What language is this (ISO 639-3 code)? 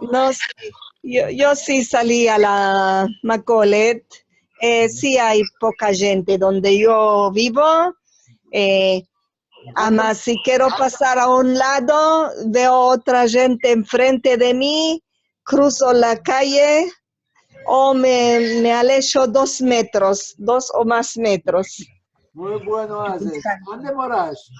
lad